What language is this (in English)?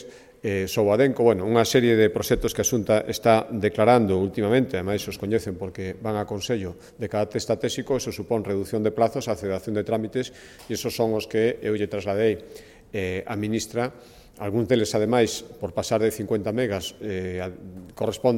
Galician